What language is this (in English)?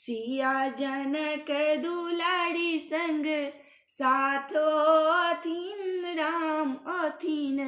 Maithili